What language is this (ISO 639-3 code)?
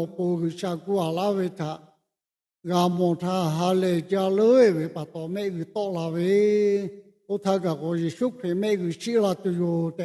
lhu